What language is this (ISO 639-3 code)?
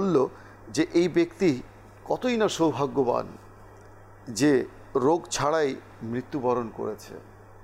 ben